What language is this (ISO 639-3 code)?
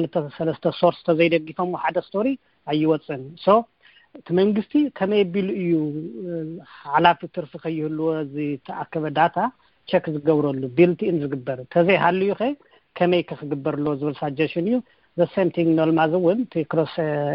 tir